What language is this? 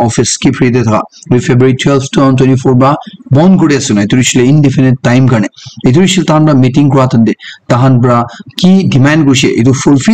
Naga Pidgin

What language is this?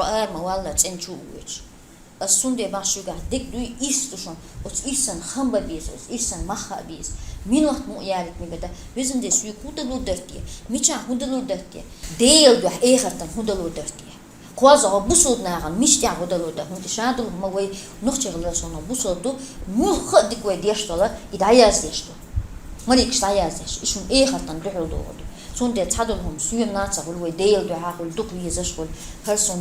Chechen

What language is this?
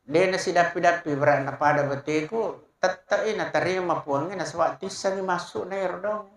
Buginese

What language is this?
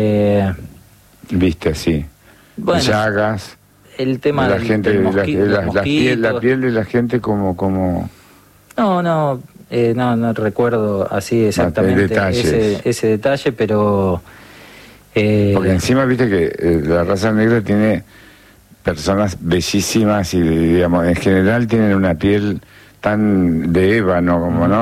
Spanish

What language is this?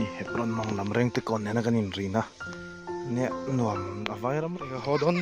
Mizo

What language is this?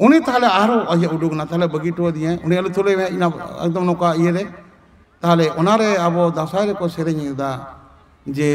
Santali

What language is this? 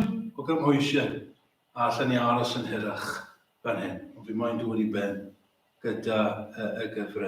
Welsh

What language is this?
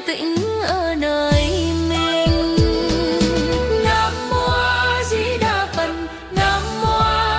Vietnamese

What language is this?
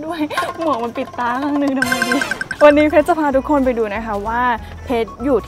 Thai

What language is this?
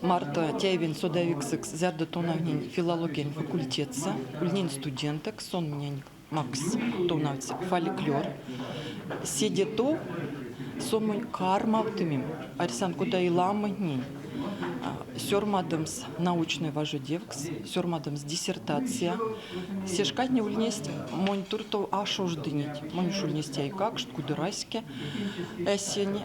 Erzya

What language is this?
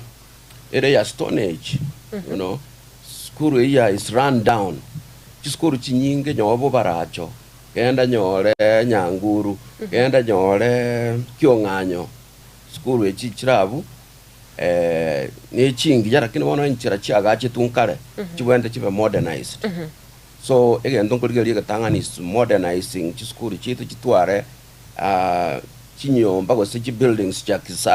Gusii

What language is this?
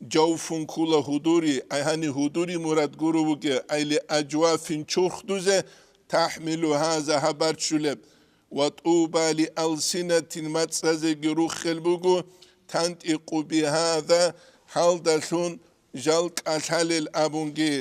Avaric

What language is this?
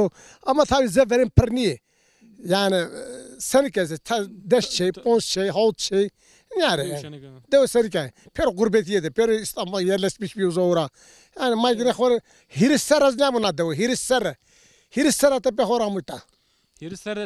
Zaza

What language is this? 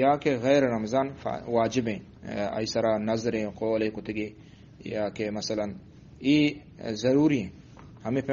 Eastern Balochi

